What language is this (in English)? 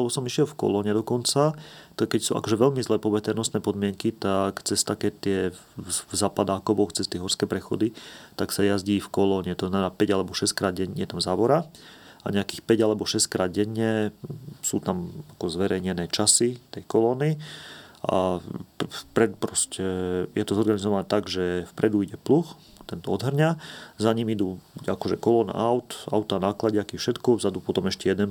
Slovak